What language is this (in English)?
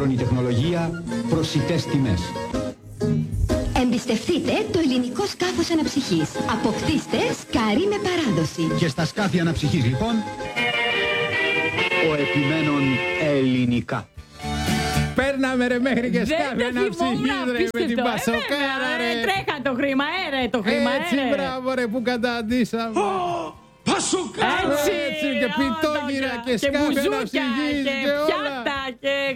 Greek